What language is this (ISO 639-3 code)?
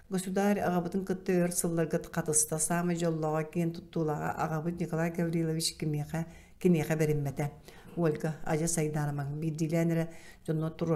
sah